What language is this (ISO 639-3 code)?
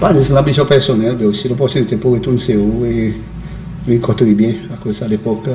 crs